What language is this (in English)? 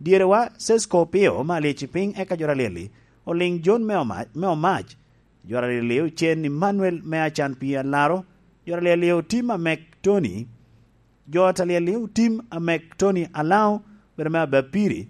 Lango (Uganda)